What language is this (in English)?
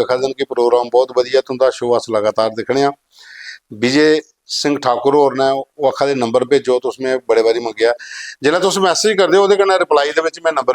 Dogri